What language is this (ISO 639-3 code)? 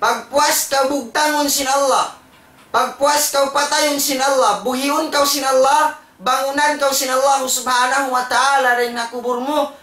tsg